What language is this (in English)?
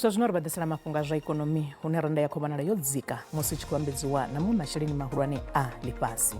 Venda